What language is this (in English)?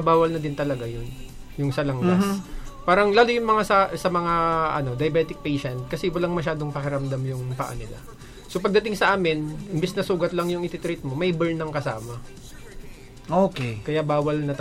Filipino